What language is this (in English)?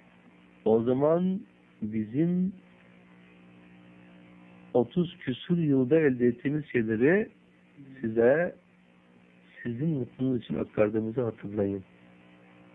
Turkish